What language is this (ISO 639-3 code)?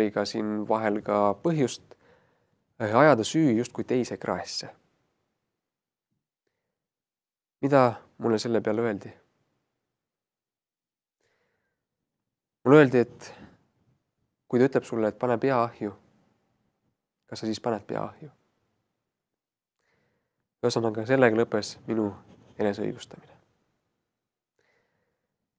est